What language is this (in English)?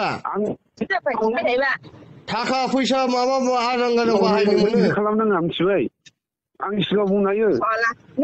Bodo